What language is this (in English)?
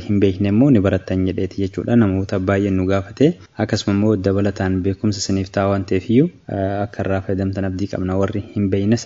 Oromo